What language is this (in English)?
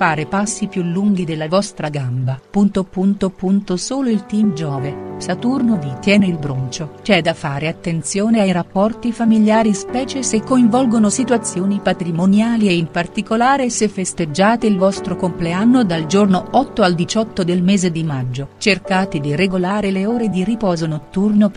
Italian